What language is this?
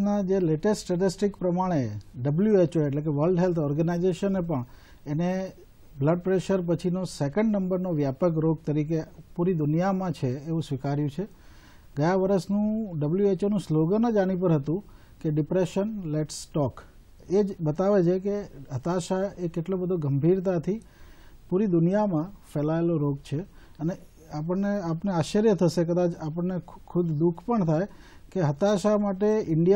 Gujarati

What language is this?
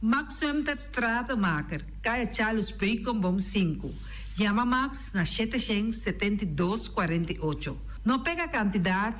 Papiamento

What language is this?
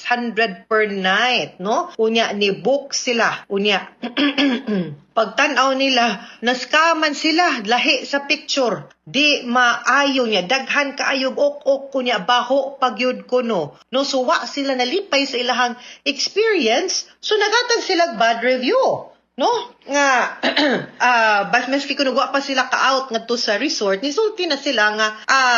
Cebuano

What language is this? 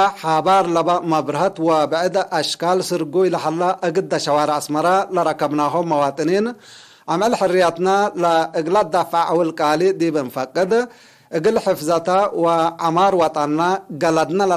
Tigre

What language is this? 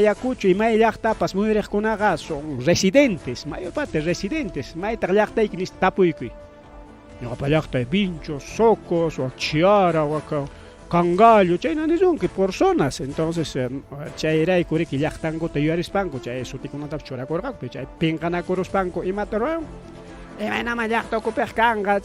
Ayacucho Quechua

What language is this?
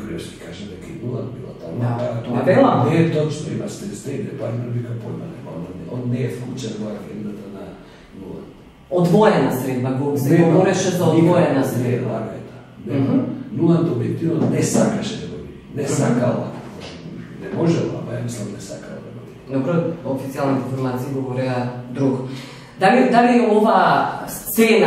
Macedonian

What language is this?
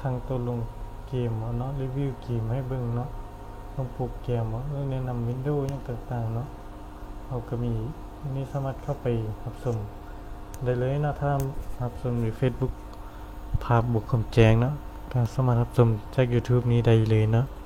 Lao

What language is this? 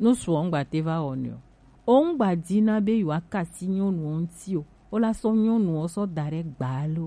Gen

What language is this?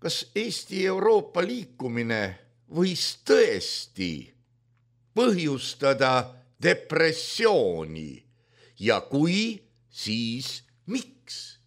Estonian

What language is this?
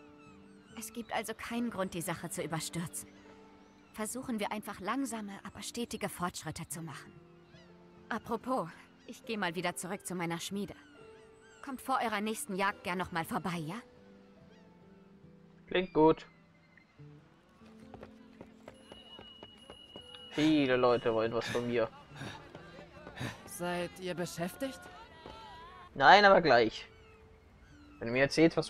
German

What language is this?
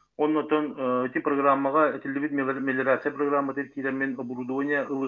Yakut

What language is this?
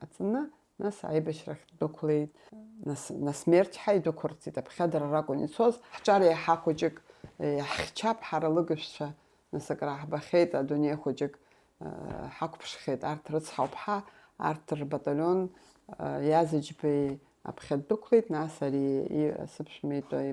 Abkhazian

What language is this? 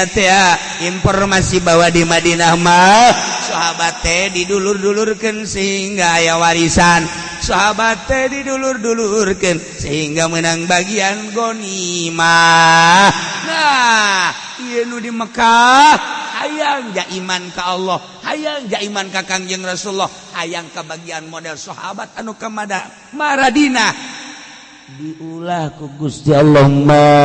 Sundanese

